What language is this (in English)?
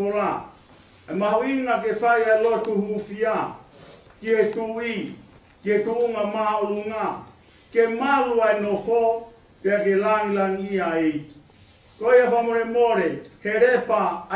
Tongan